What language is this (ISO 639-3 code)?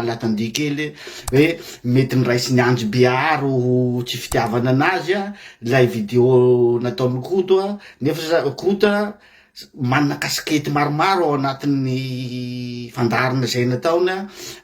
mlg